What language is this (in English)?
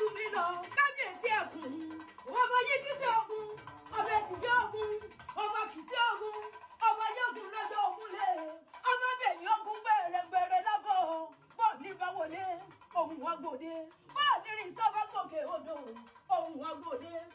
Yoruba